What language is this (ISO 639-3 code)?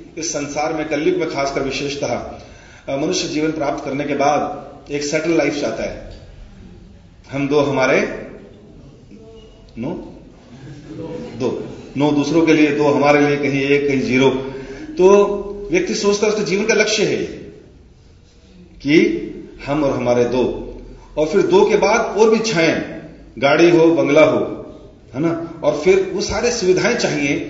hin